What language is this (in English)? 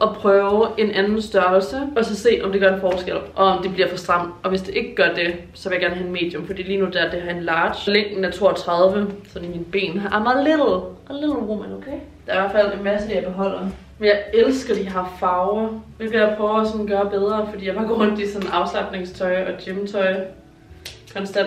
Danish